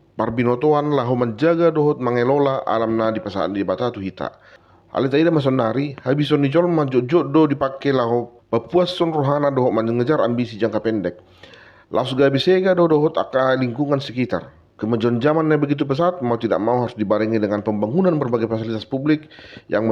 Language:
Batak Toba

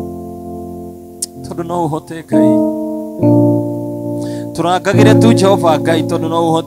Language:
Kikuyu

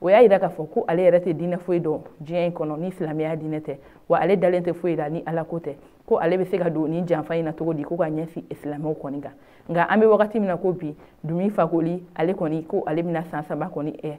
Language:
Bambara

